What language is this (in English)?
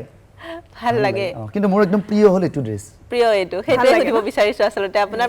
Assamese